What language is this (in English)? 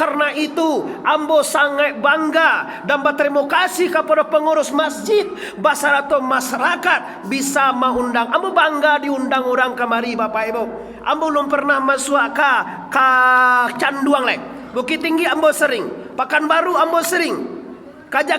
Minangkabau